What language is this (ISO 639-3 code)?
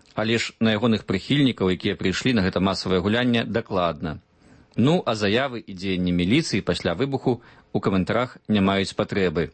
bel